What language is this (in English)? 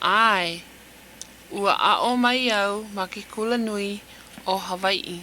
Hawaiian